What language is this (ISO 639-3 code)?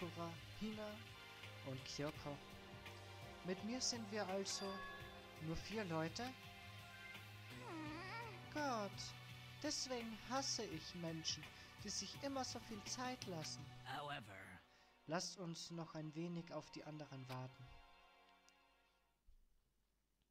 deu